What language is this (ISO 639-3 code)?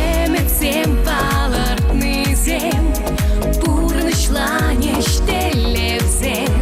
chv